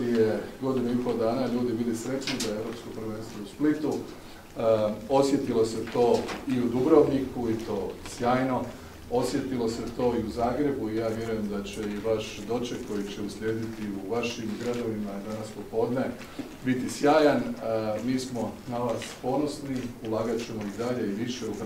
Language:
Croatian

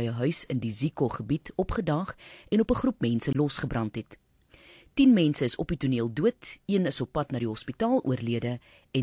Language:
Afrikaans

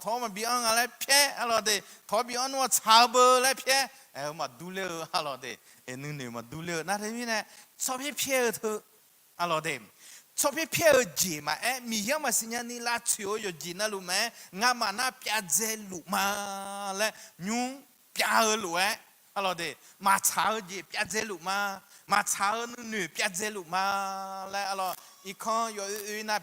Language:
Akha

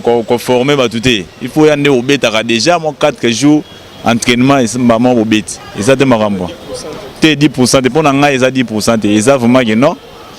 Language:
Lingala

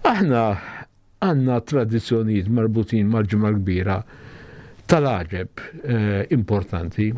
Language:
Maltese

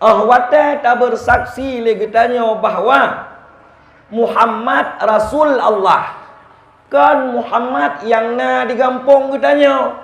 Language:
Achinese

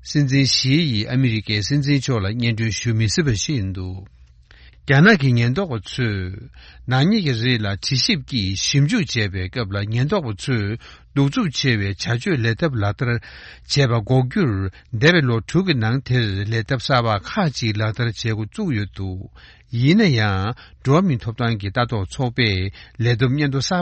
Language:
Tibetan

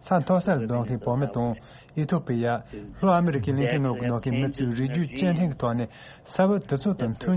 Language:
Tibetan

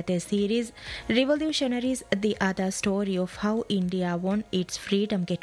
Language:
Divehi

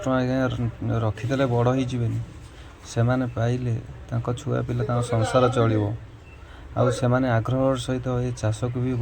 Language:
Odia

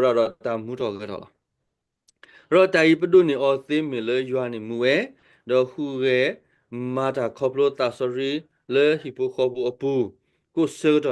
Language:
S'gaw Karen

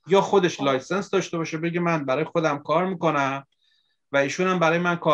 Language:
Persian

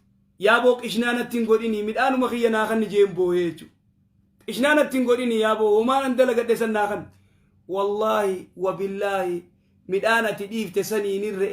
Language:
Oromo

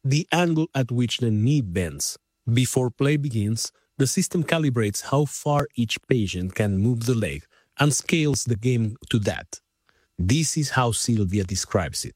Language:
English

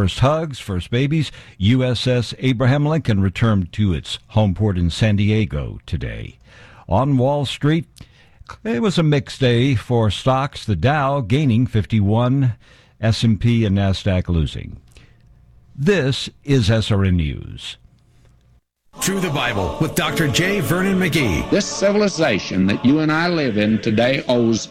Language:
English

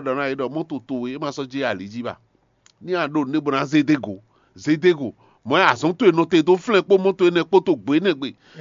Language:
Fon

